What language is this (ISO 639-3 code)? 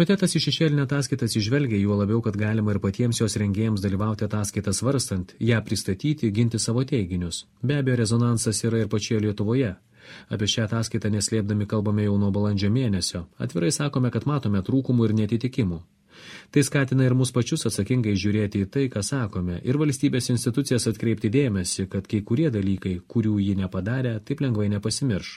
lit